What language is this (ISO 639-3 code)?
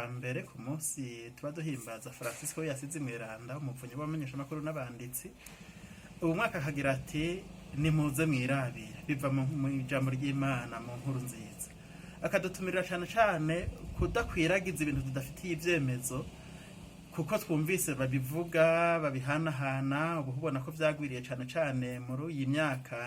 run